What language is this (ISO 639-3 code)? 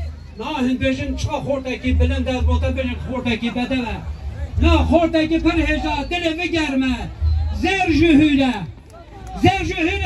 kur